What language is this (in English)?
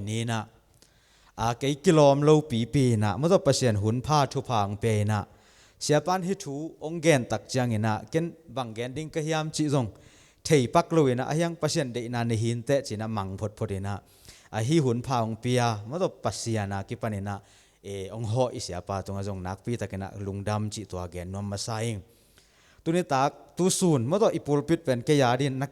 Tedim Chin